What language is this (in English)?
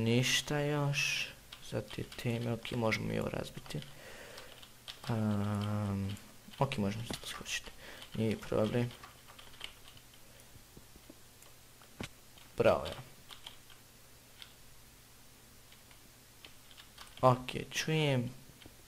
Croatian